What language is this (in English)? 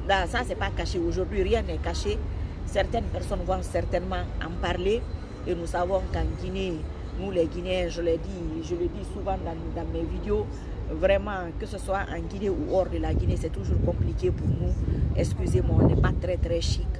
French